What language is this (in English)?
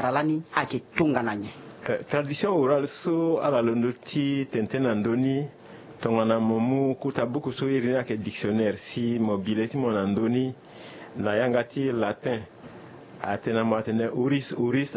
Sango